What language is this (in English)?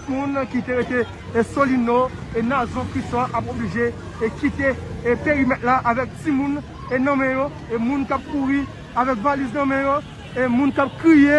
Haitian Creole